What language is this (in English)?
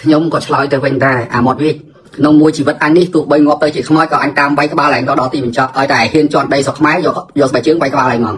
Khmer